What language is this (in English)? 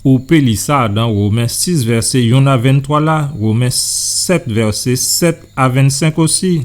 Guadeloupean Creole French